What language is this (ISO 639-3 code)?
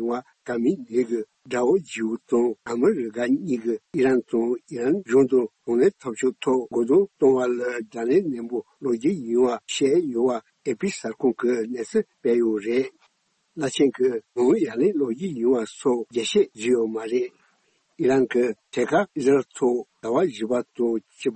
bod